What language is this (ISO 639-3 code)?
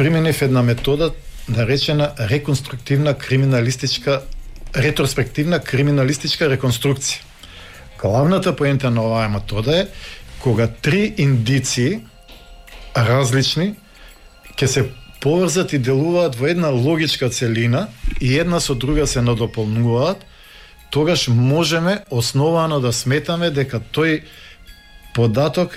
mkd